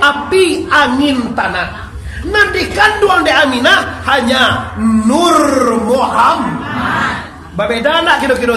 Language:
Minangkabau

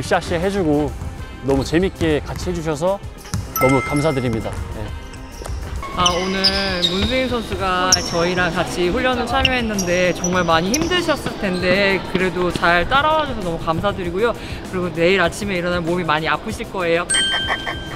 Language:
Korean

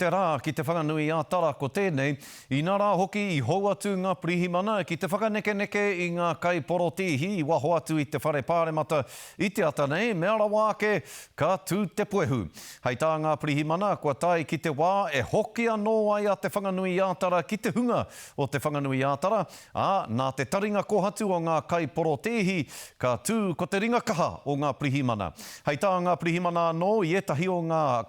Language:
Māori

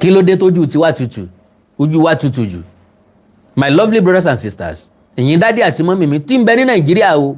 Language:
Yoruba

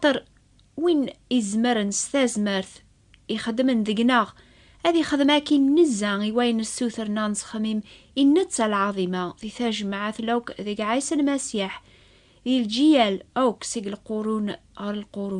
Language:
Kabyle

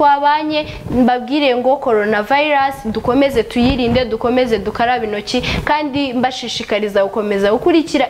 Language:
Kinyarwanda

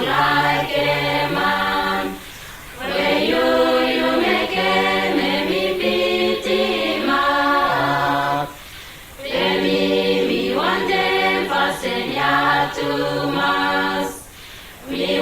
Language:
Araki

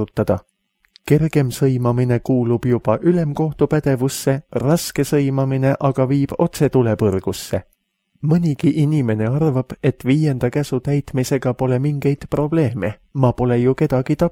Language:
Estonian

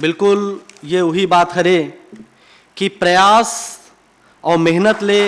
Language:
Chhattisgarhi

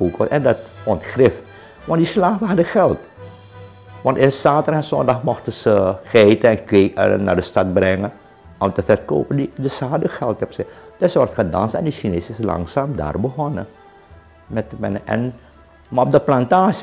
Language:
Dutch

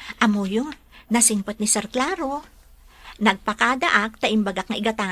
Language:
Iloko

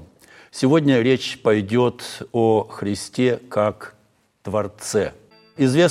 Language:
Russian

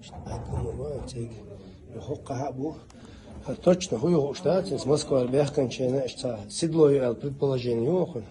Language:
Chechen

